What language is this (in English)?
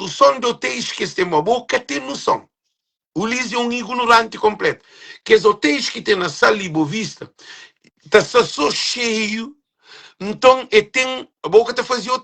Kabuverdianu